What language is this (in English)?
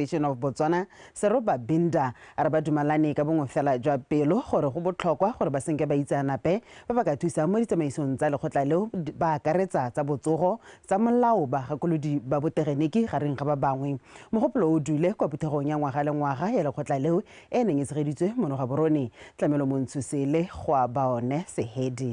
Tswana